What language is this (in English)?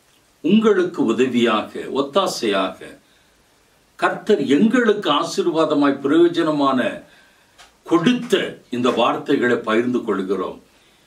Tamil